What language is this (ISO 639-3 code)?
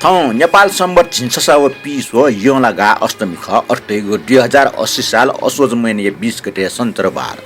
new